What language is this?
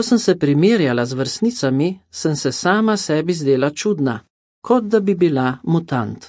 Slovenian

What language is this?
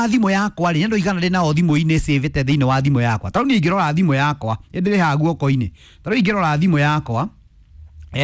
Kikuyu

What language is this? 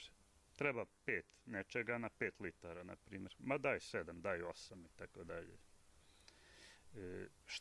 Serbian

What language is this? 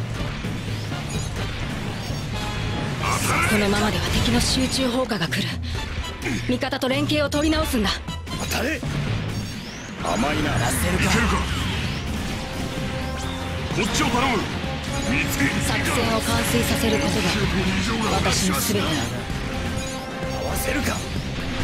Japanese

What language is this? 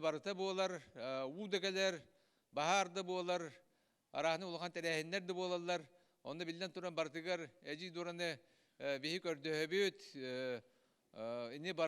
Yakut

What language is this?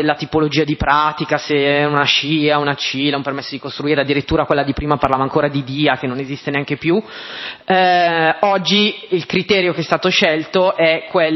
Italian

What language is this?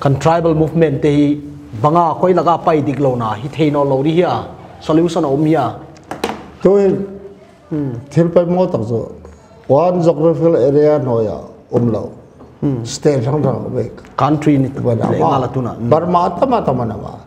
Paite Chin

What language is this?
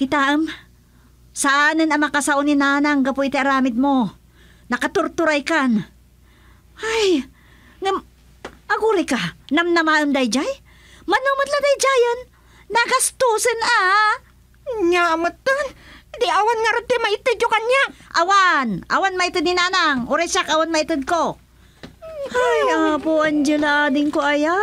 Iloko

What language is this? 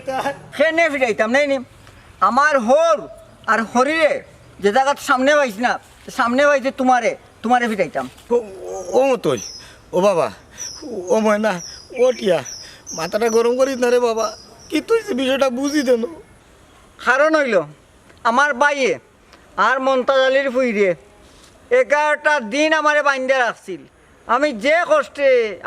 Sylheti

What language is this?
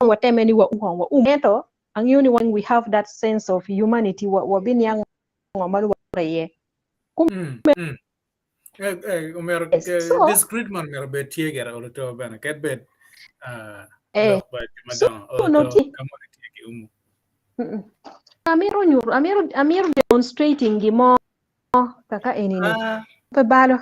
Acoli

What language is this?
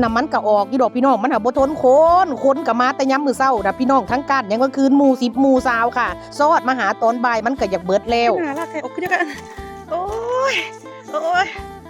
Northeastern Thai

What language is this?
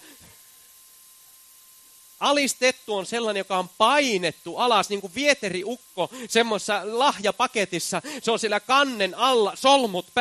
Finnish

